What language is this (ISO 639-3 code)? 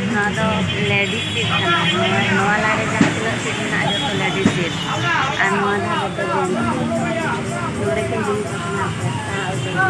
sat